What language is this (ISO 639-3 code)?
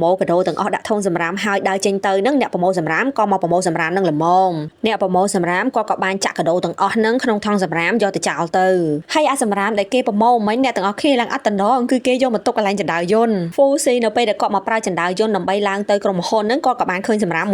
khm